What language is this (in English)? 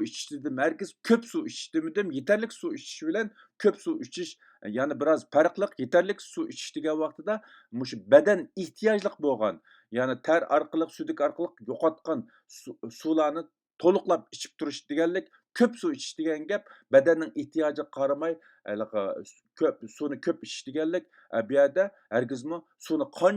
Uyghur